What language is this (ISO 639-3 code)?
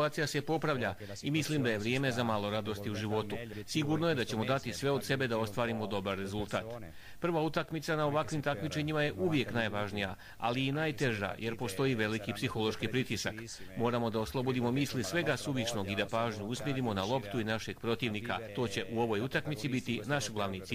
hrv